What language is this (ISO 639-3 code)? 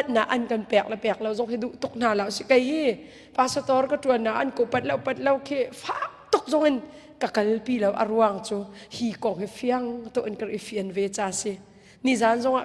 cnh